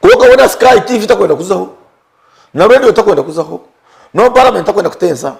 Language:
Nyankole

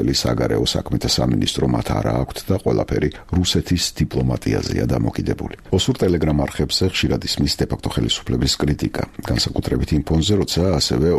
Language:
Georgian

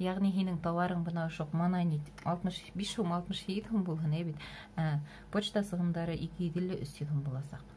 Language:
Bashkir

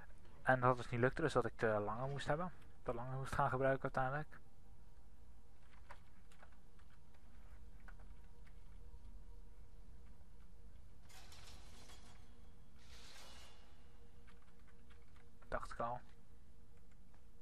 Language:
Dutch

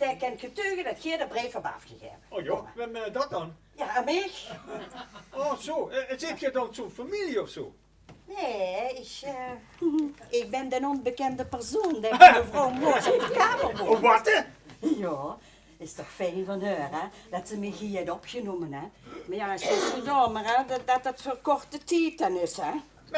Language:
Limburgish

